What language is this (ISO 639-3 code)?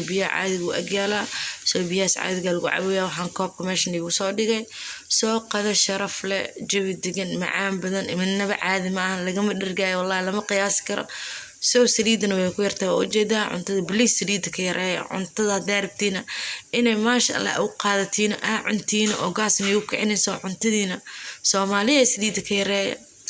som